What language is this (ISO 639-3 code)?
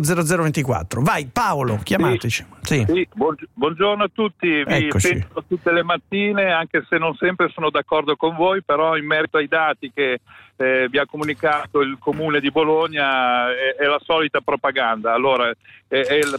ita